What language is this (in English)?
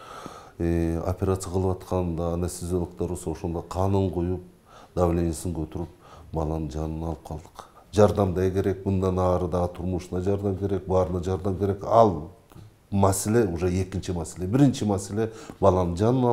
Kyrgyz